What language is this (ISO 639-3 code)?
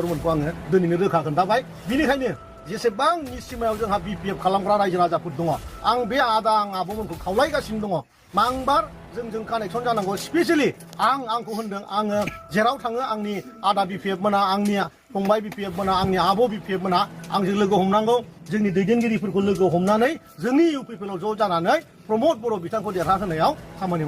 brx